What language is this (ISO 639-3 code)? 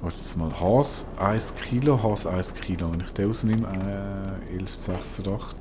gsw